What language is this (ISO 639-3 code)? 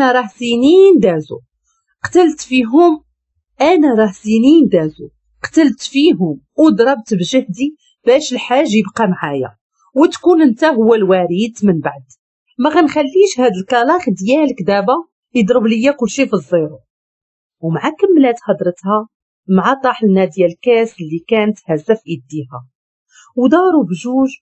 ary